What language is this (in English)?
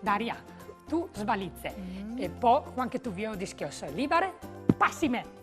Friulian